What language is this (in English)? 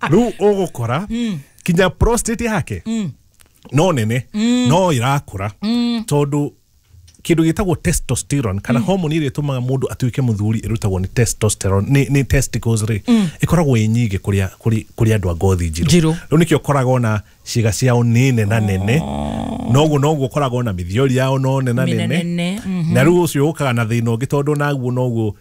Kikuyu